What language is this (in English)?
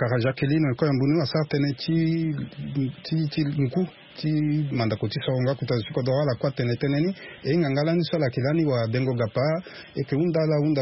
Sango